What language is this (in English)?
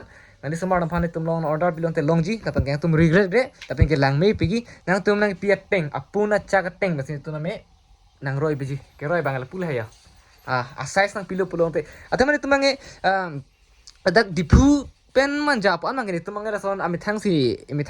Karbi